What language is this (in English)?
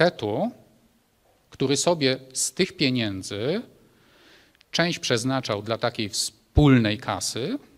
Polish